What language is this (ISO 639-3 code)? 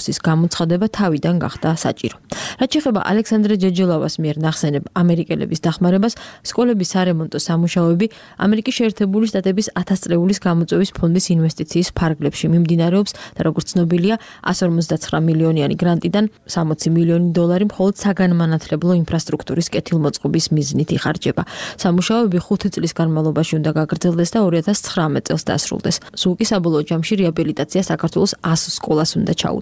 kat